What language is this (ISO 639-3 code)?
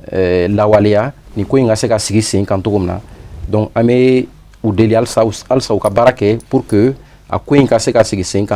bam